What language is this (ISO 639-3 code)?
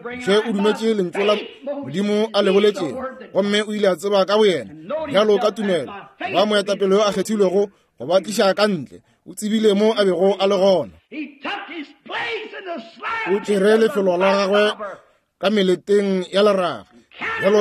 nso